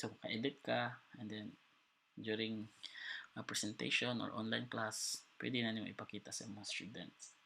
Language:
Cebuano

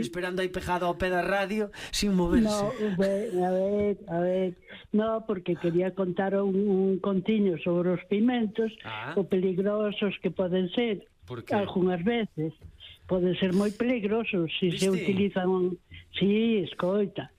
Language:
Galician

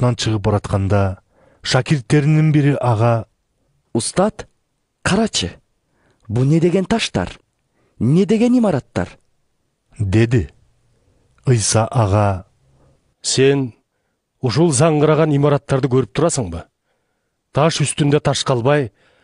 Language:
Kyrgyz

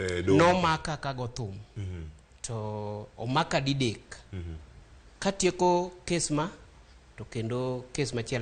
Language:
Luo (Kenya and Tanzania)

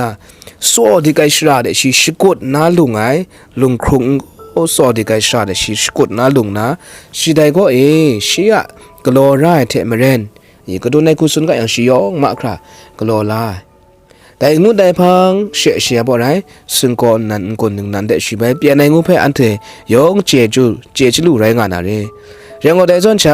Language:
Kachin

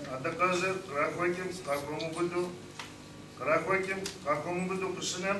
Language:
Kabardian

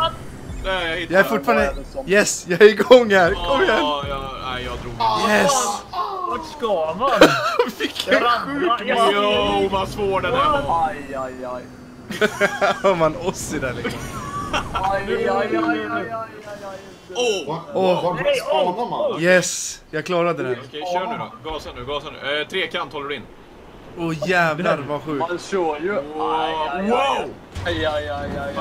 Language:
Swedish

